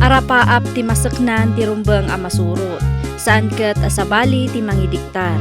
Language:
Iloko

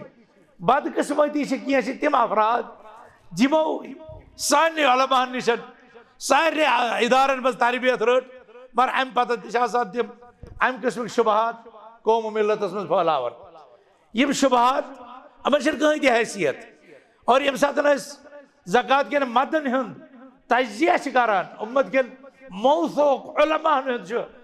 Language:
Kashmiri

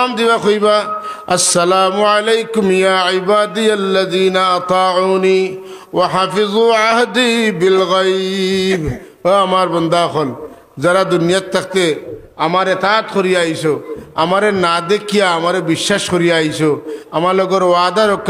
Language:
Sylheti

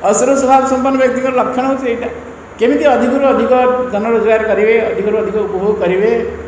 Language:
Odia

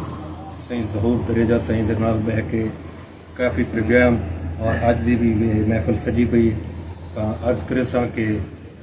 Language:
Saraiki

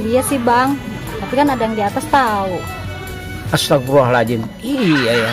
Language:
Betawi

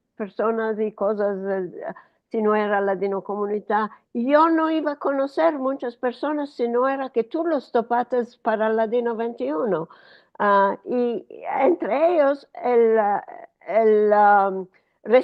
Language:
Ladino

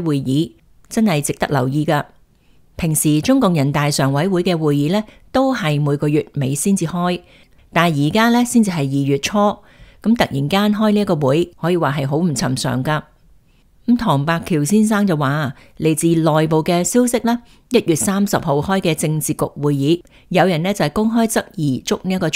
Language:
Cantonese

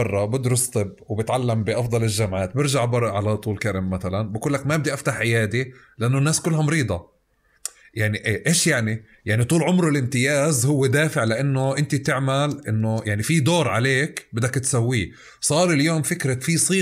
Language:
North Levantine Arabic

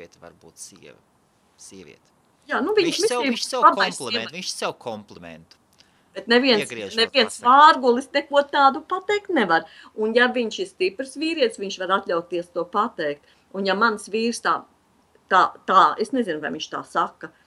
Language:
Latvian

